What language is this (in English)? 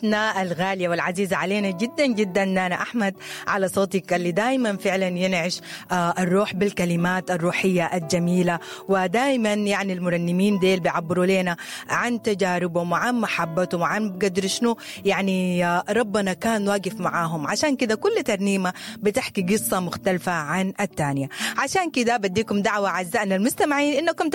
Sudanese Arabic